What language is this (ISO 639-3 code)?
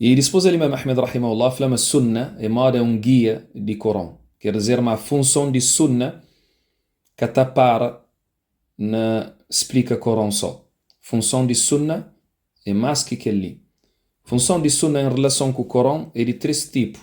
kea